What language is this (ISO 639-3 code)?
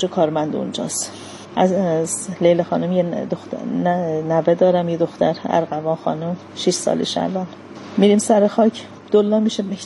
fas